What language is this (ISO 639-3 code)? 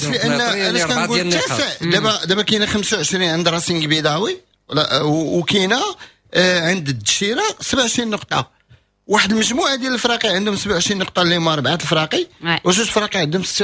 ary